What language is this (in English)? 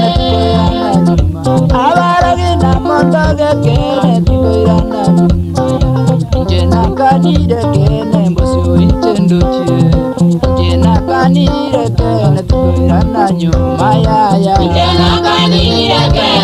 Gusii